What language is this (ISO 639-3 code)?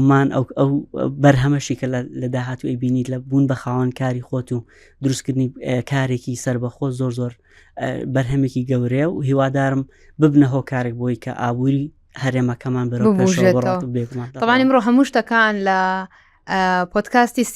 ckb